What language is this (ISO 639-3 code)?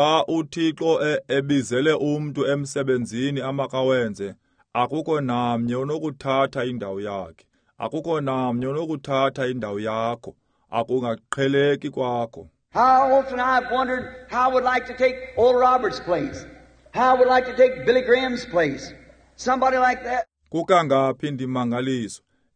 xho